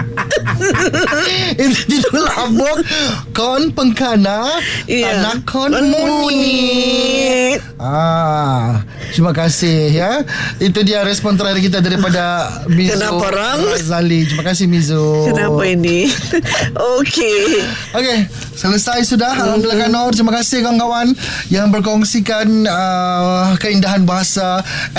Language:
Malay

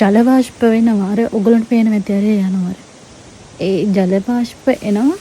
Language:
Sinhala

